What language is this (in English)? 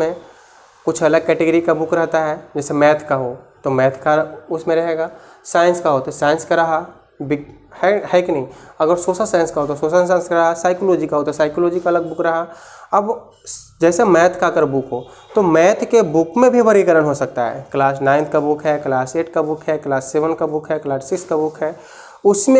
Hindi